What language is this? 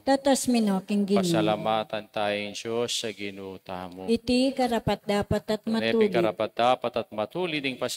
Pampanga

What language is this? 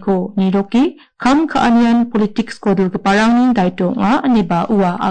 Garo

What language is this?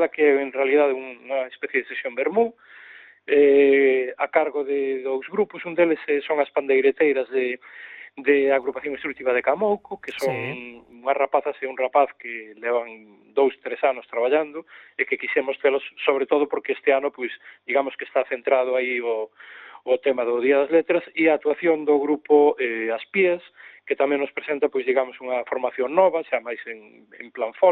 Galician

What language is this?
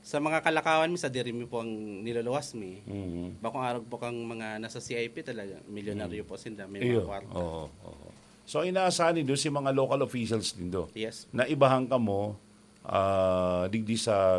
Bikol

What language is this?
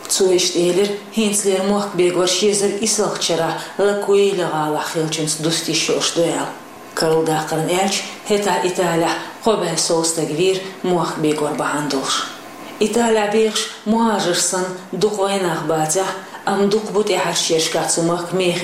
Chechen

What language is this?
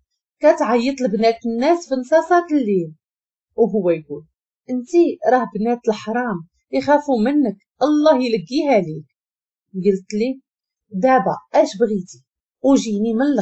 Moroccan Arabic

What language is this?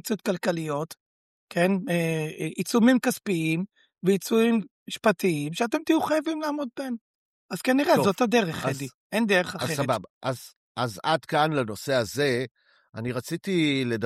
Hebrew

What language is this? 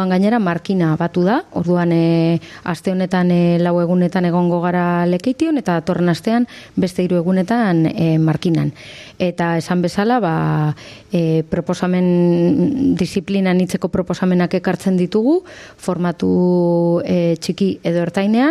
Basque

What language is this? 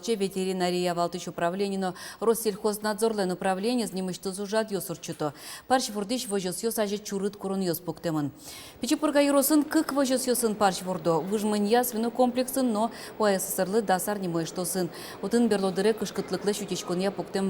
Udmurt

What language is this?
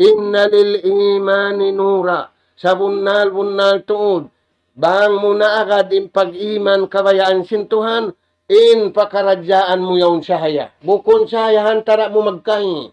Tausug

